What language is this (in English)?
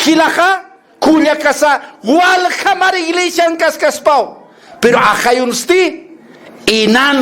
Aymara